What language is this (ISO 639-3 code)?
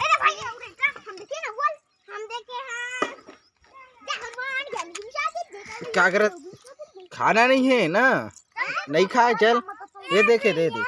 hne